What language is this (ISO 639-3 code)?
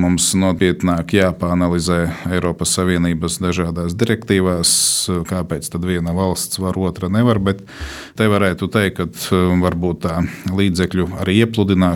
lav